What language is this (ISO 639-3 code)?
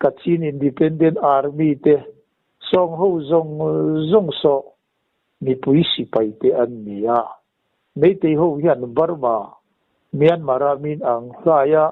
lus